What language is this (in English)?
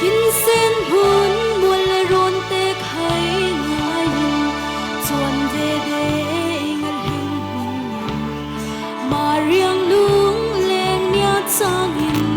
Falam Chin